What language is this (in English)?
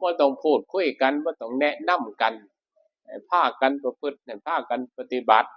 Northeastern Thai